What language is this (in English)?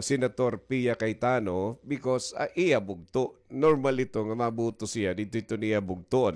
Waray